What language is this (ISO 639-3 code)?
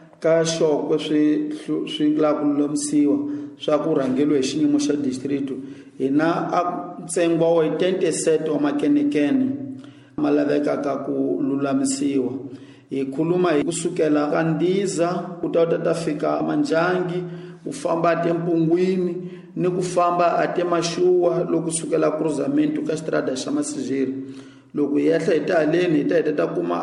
tso